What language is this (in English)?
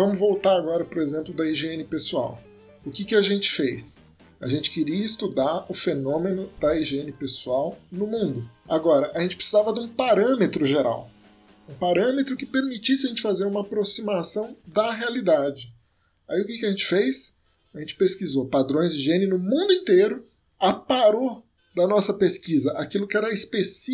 Portuguese